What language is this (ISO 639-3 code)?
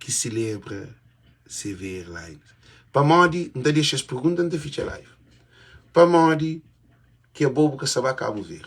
kea